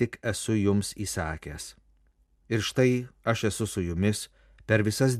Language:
Lithuanian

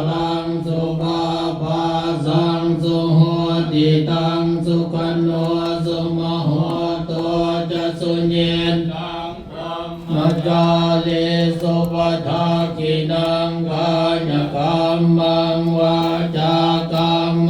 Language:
Pali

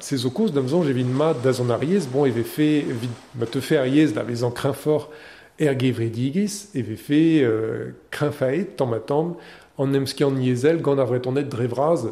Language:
Breton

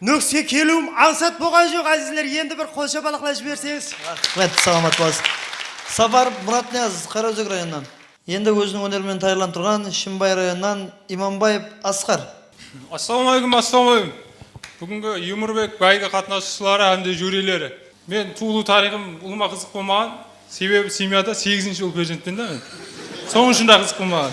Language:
Kara-Kalpak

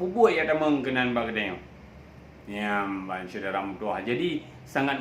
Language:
Achinese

